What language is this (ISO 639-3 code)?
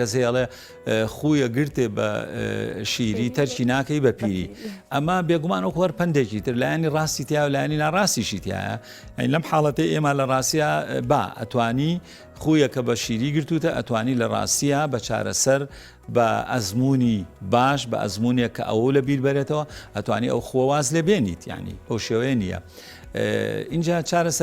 ckb